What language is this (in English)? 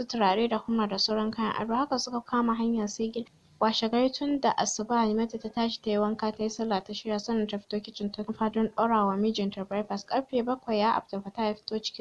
Hausa